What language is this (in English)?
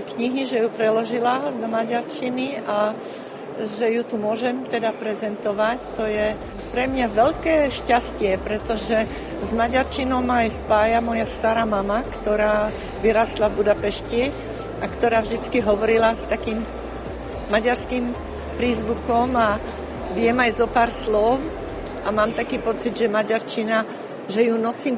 Slovak